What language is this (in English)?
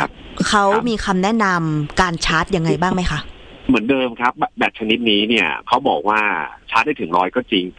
Thai